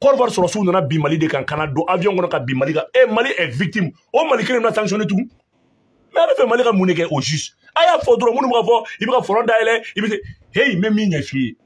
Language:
Bambara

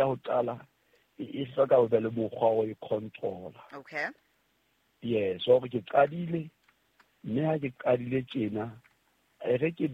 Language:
Southern Sotho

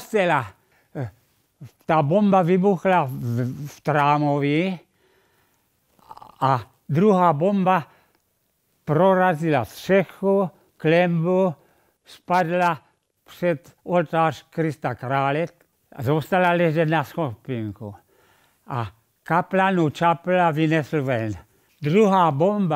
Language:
Czech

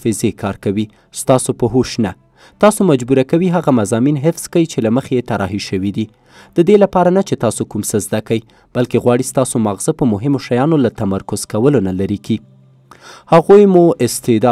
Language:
Pashto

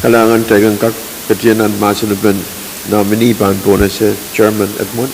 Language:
Pohnpeian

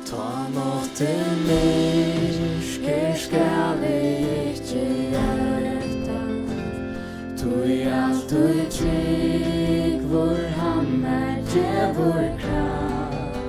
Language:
Faroese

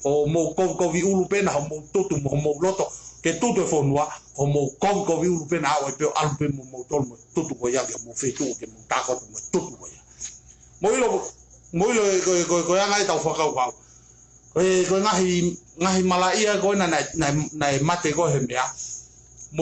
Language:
Tongan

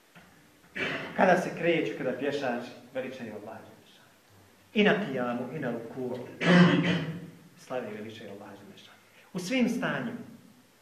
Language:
Bosnian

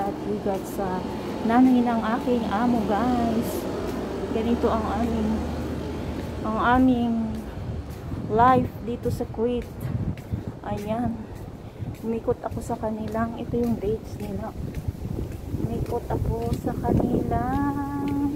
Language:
Filipino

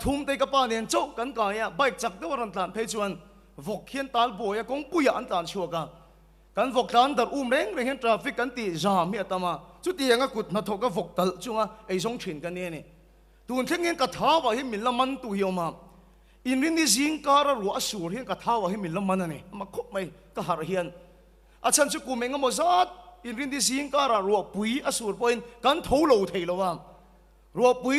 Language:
Mizo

